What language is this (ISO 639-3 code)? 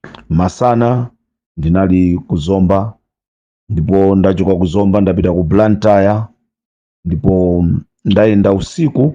nya